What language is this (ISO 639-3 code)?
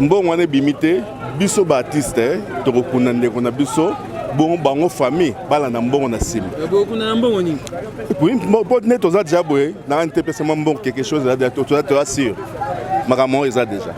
lin